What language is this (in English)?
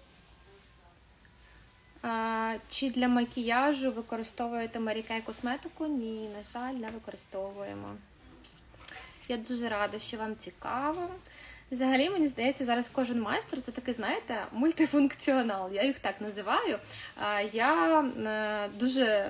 Ukrainian